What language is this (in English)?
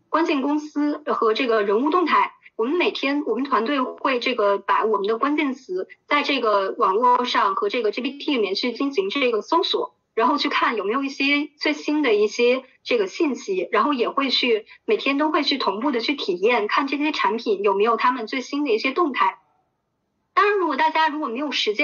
Chinese